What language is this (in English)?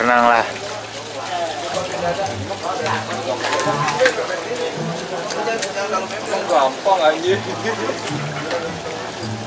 Indonesian